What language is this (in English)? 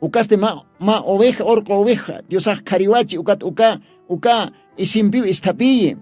Aymara